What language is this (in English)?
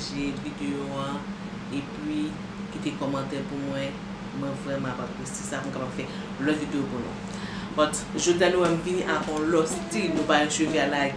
Haitian Creole